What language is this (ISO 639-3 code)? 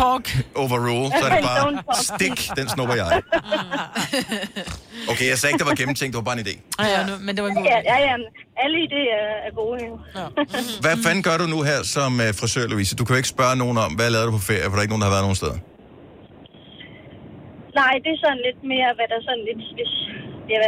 dan